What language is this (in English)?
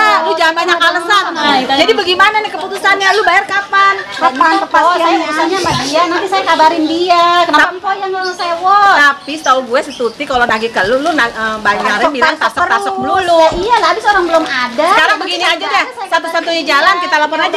Betawi